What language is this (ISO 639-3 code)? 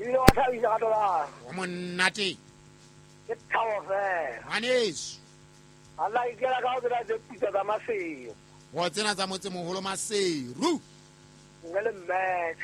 sot